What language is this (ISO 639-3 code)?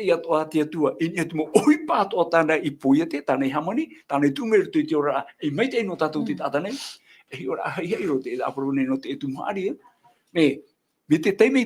tah